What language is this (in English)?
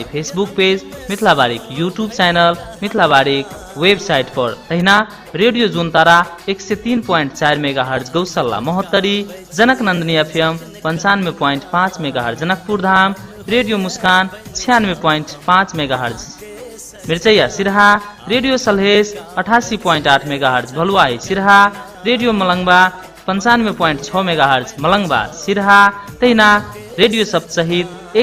Maithili